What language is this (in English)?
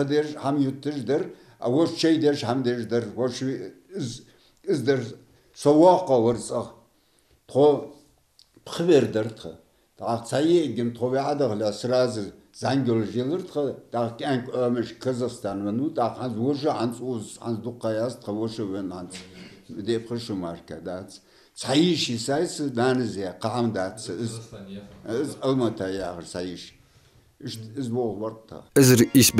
Ingush